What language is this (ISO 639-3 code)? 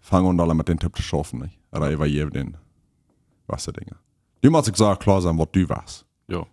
pdt